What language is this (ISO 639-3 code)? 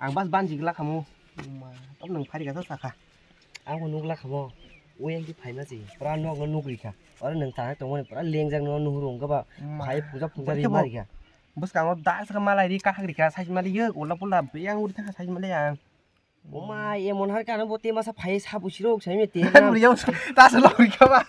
trp